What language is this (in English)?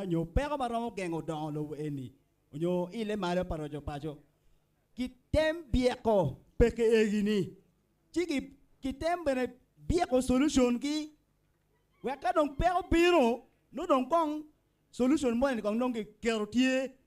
Acoli